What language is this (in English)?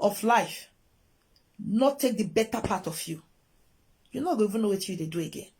Nigerian Pidgin